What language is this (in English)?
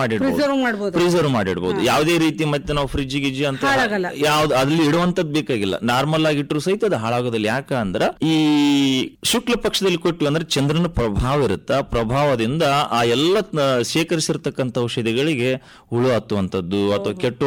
Kannada